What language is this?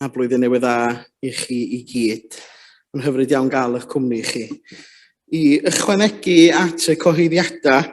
Welsh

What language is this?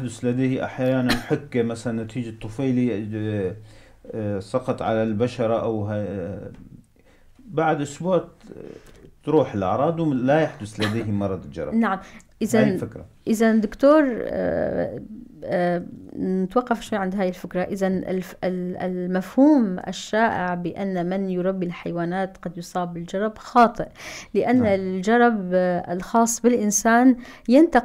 North Levantine Arabic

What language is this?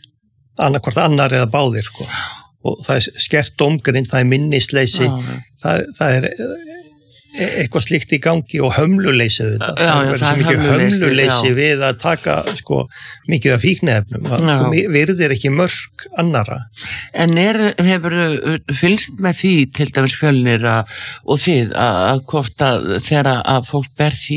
Icelandic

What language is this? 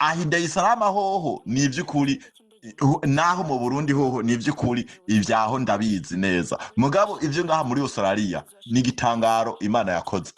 Rundi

